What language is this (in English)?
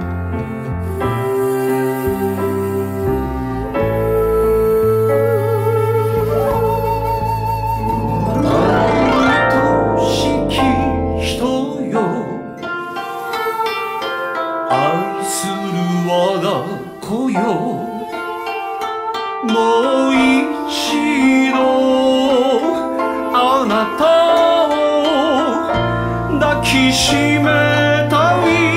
Japanese